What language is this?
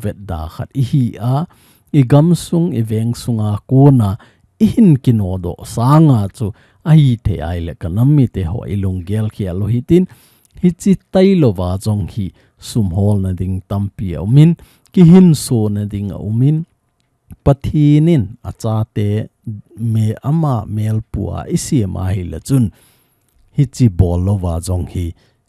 Thado Chin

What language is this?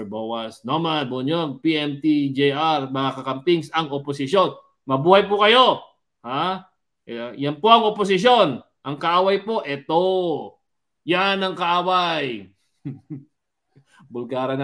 Filipino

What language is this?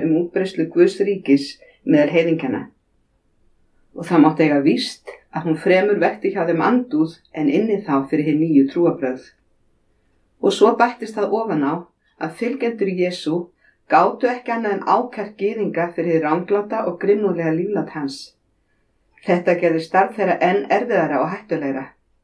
Icelandic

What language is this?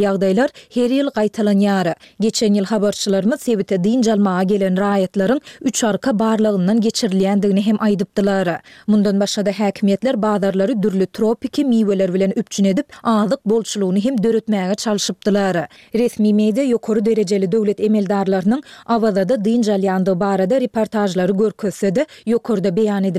Turkmen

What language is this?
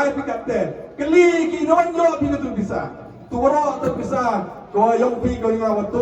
Khasi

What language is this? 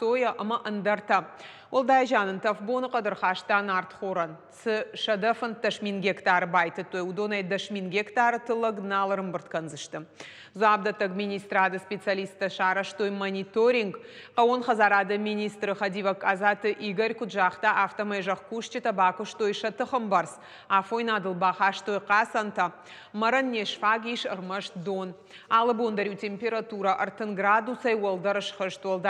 Ossetic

